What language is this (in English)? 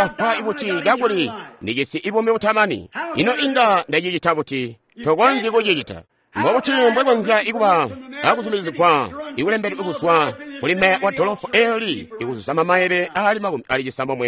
Tonga (Zambia)